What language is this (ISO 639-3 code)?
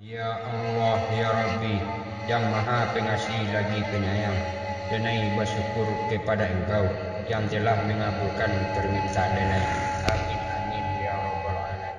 min